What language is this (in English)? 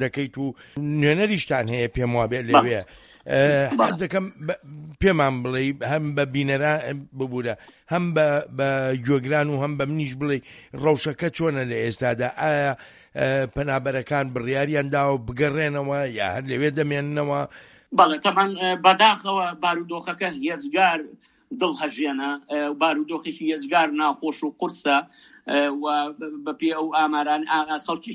Central Kurdish